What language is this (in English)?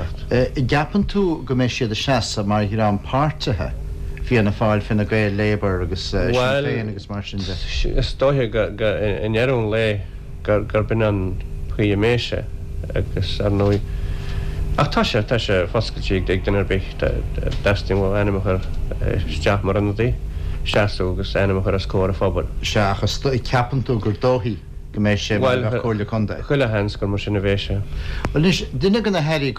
Irish